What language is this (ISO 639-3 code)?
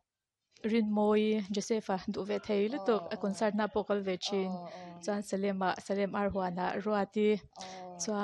lus